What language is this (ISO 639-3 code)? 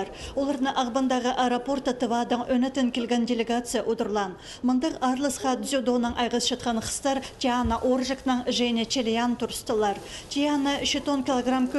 kjh